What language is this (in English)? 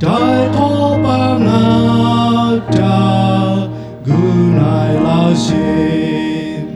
Lahu